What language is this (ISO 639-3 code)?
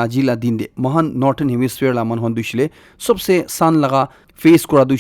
nag